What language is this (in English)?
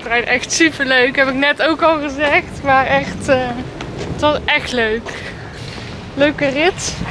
Dutch